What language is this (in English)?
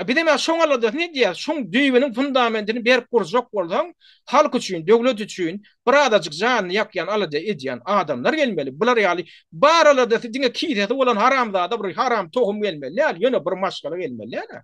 Turkmen